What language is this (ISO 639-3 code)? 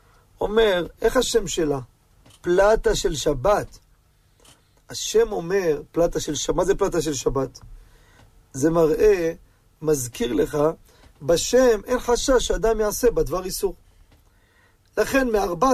heb